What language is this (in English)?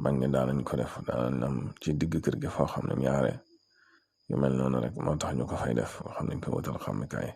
Wolof